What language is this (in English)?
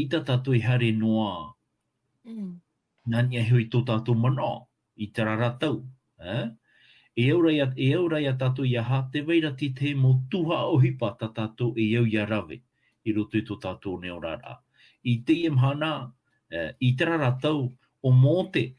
Tahitian